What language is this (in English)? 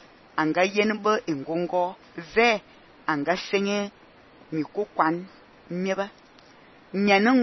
Fang